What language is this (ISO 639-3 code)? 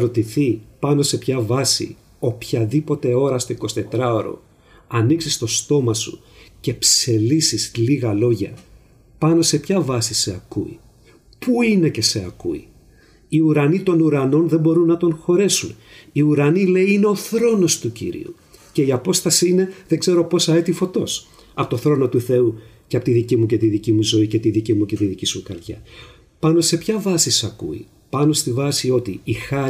ell